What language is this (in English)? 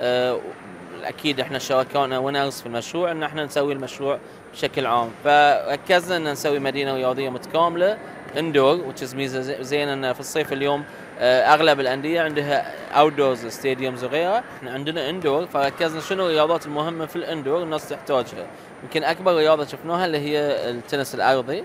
Gulf Arabic